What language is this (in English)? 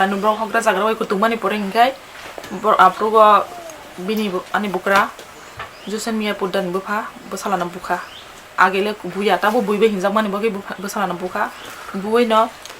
Kok Borok